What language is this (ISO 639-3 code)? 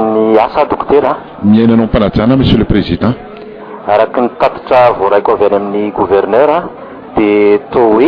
mlg